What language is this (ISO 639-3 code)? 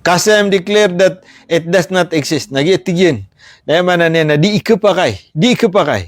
mrw